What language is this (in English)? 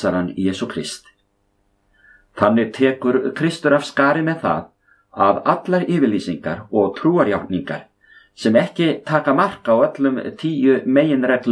Icelandic